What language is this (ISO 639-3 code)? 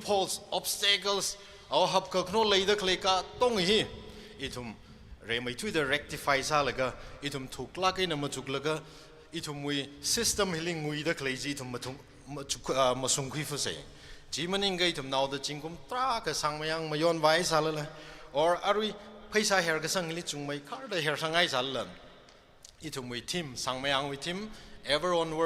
nmf